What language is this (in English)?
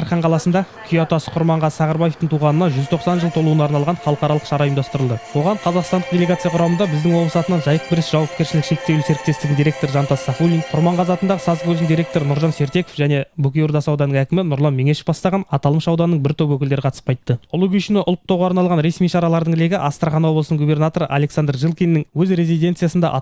Kazakh